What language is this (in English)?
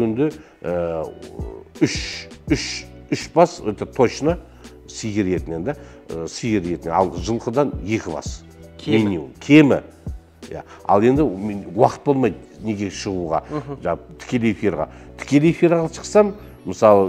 Kazakh